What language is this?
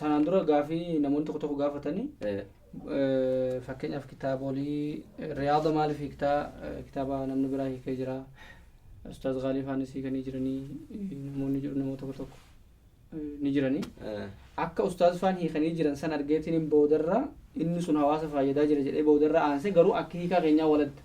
Oromo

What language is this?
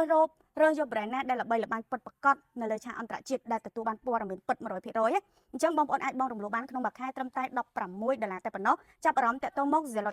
Khmer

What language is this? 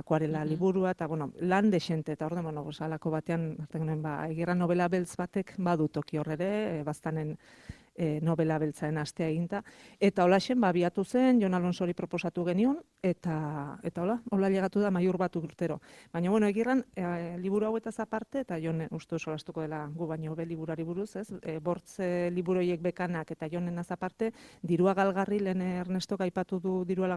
Basque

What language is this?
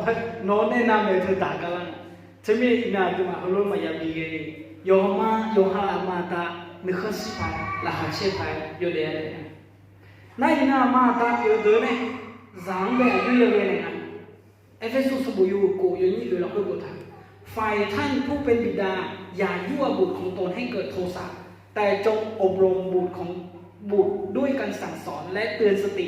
Akha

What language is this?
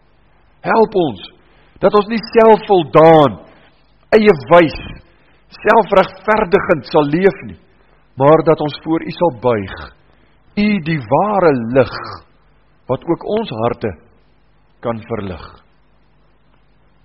Afrikaans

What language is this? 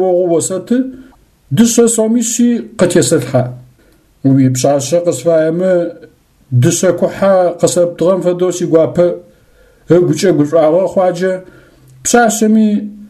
Adyghe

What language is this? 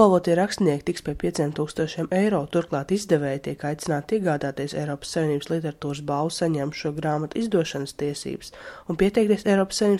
Latvian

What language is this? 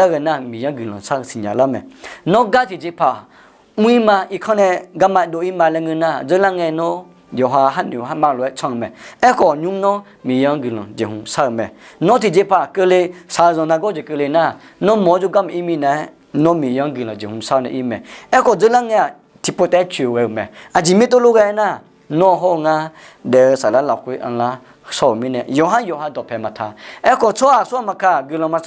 Akha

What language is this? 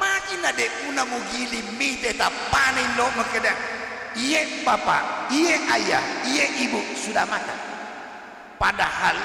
Buginese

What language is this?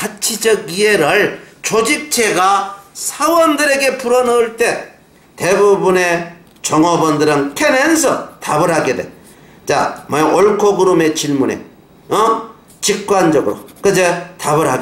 Korean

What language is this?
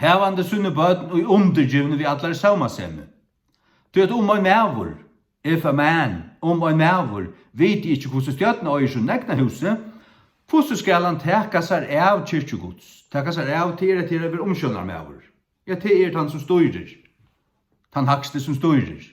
Faroese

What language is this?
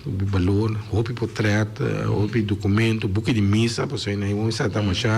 Papiamento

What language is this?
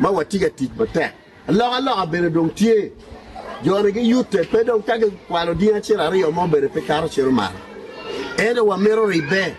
Acoli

